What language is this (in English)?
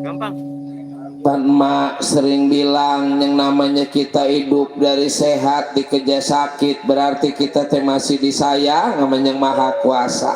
Betawi